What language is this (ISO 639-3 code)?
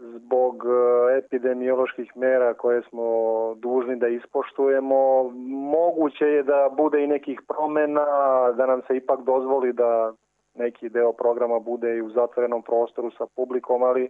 srp